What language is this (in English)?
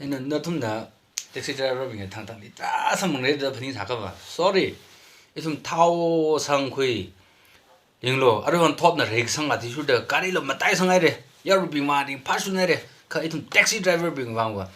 Tangkhul Naga (India)